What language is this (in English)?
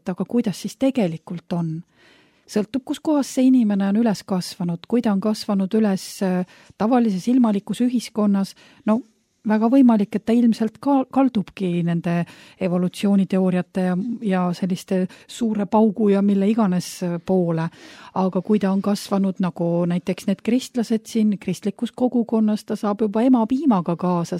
Estonian